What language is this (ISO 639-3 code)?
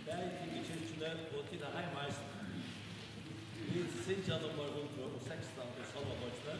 fao